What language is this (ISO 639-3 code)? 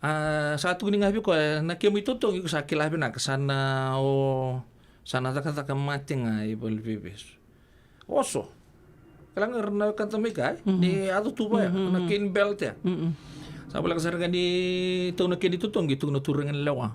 fij